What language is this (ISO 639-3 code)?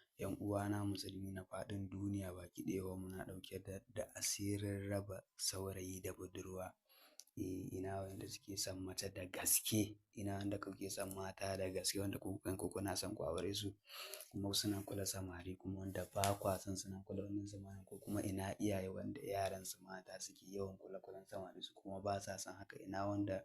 hau